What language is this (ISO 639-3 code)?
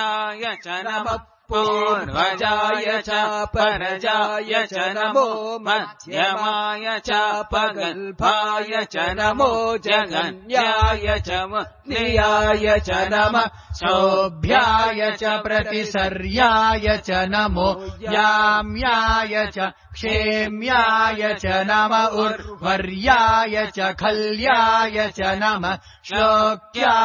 san